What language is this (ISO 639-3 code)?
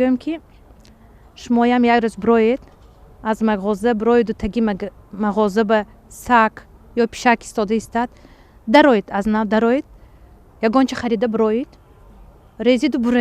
tgk